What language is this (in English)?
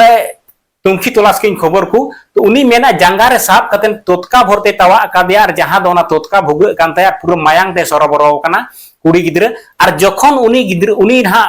Santali